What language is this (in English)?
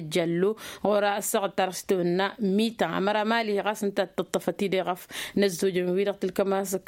Tamasheq